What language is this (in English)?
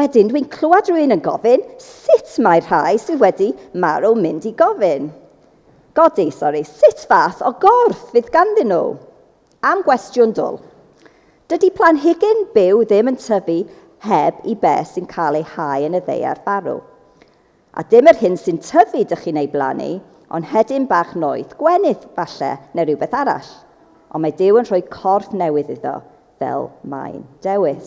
Welsh